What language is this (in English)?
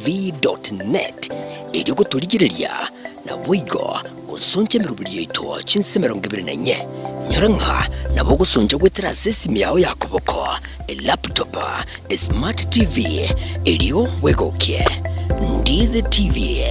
Gusii